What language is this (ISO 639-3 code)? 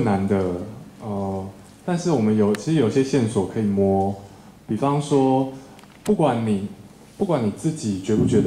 zho